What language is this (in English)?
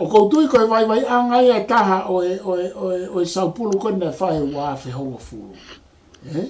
Tongan